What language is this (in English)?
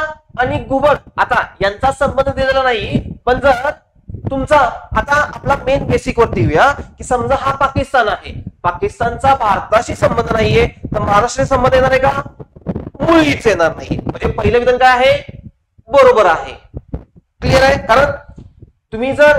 Marathi